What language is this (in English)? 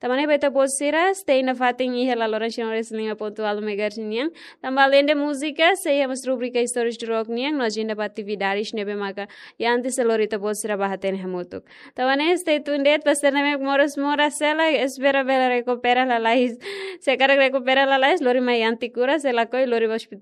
Tetum